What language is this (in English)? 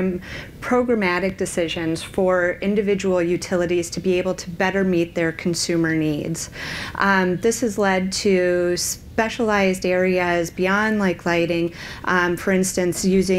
English